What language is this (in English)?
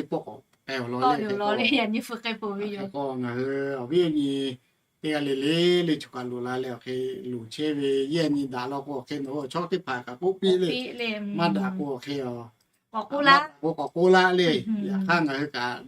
Lahu